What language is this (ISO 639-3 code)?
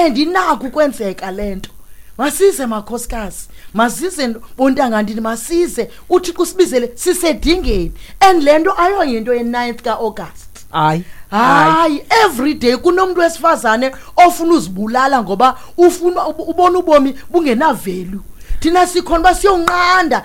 xho